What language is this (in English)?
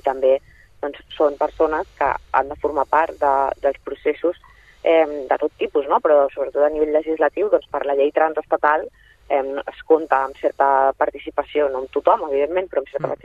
Catalan